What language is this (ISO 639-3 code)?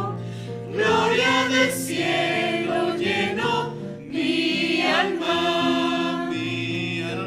aym